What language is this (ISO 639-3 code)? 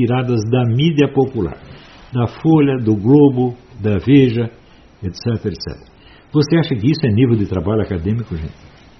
por